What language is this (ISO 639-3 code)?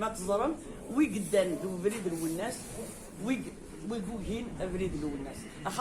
kab